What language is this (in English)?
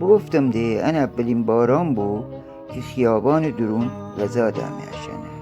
Gilaki